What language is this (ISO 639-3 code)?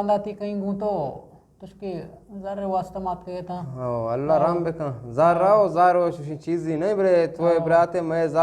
bgp